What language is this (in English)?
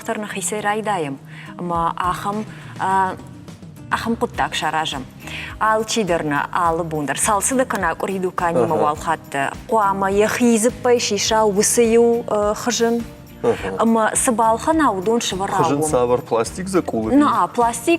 Ossetic